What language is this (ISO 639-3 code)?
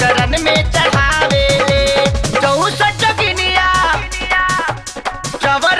bho